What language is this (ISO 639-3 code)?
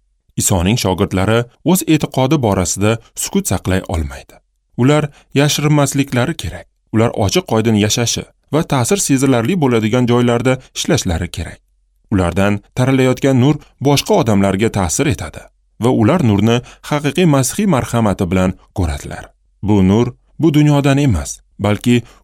uzb